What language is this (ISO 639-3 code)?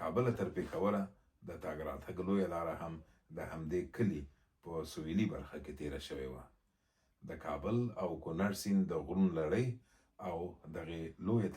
pus